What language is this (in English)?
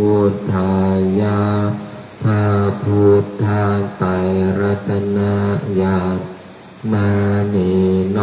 Pali